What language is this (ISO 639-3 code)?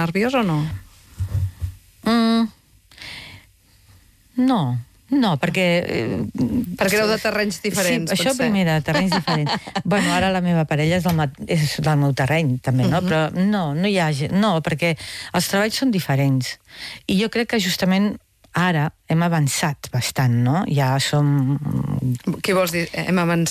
cat